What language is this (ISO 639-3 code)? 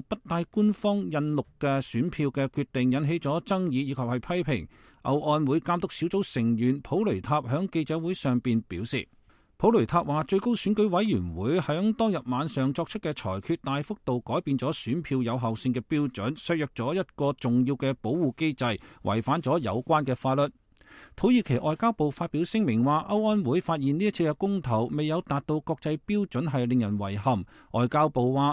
yue